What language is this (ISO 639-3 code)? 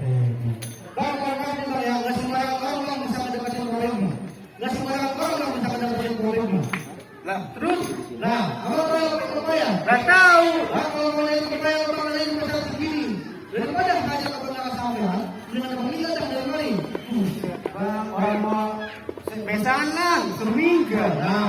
bew